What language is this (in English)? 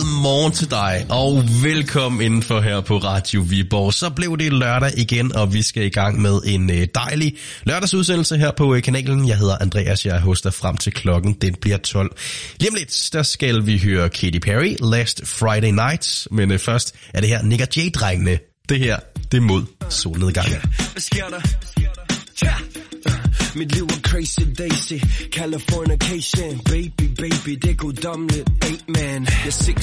Danish